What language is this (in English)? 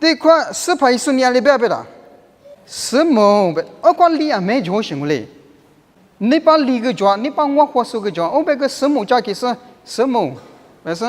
Lisu